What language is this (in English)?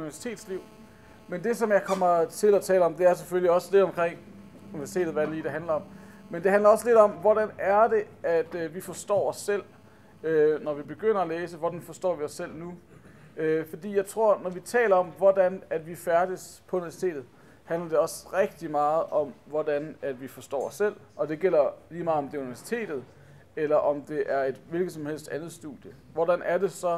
Danish